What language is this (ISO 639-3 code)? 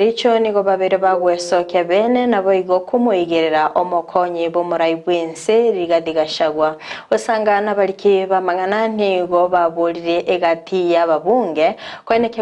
guz